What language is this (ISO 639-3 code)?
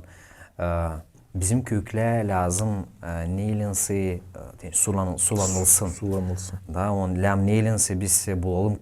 gag